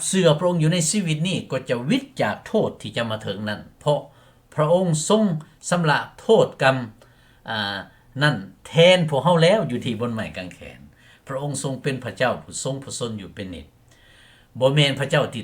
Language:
Lao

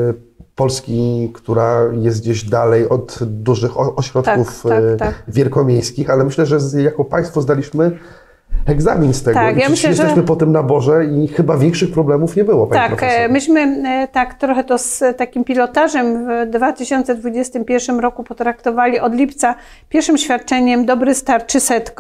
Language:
Polish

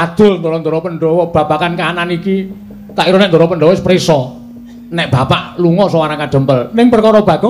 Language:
Javanese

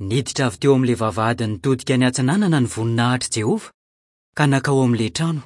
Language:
Malagasy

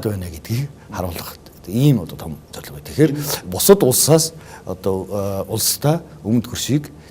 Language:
Mongolian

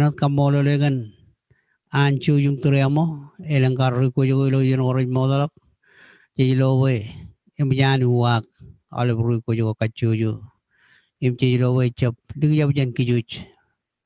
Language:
Marshallese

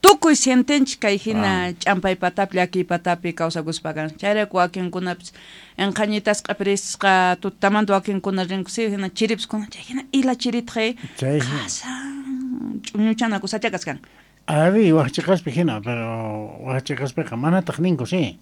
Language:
South Bolivian Quechua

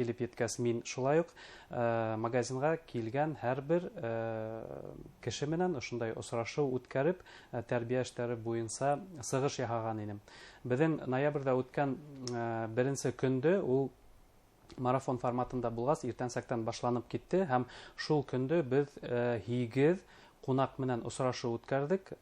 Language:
Bashkir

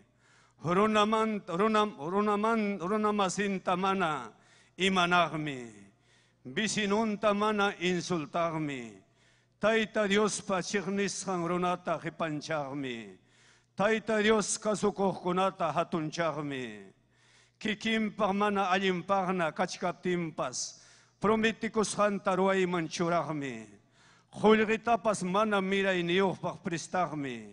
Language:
Ayacucho Quechua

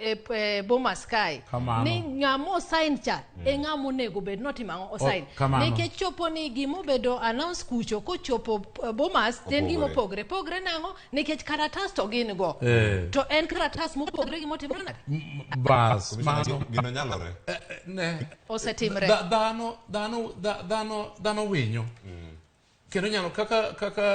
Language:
Luo (Kenya and Tanzania)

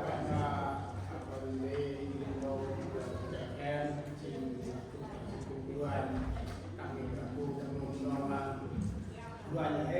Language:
Central Mnong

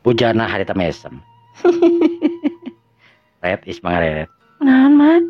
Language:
Sundanese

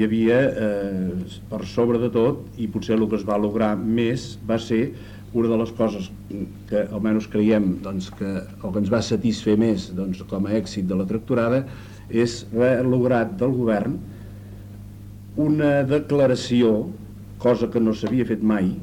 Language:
Catalan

